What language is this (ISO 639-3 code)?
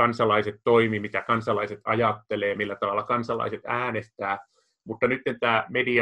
fin